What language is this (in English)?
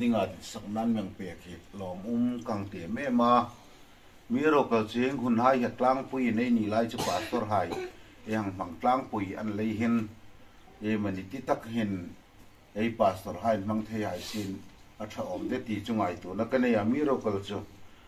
Hmar